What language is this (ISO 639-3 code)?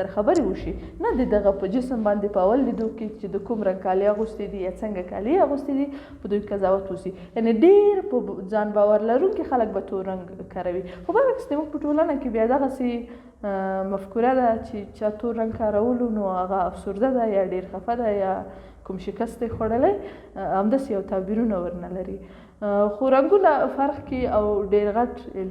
pus